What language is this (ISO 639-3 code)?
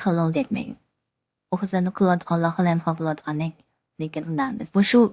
uig